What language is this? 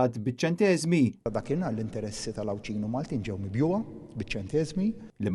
Maltese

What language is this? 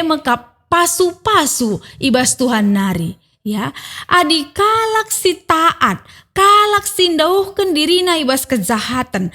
Batak Karo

